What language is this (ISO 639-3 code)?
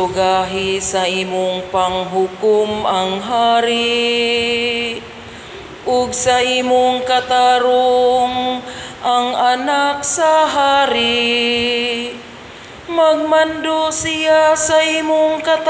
ceb